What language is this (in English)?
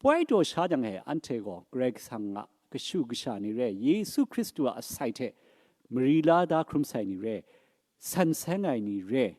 Kachin